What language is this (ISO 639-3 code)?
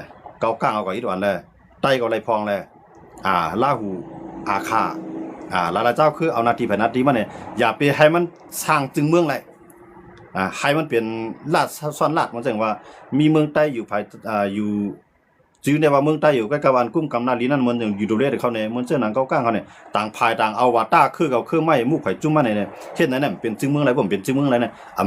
shn